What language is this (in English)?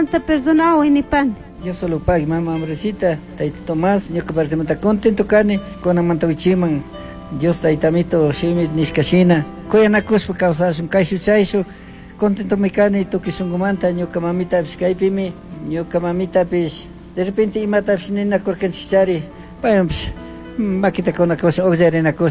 Chimborazo Highland Quichua